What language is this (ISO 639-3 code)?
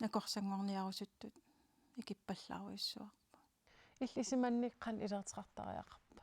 kal